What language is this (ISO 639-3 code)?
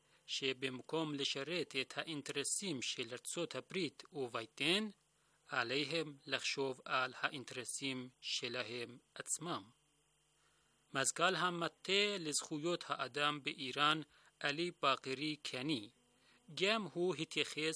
heb